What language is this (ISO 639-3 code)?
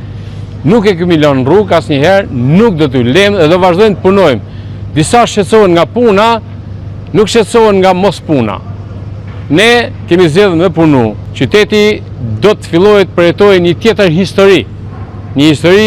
sqi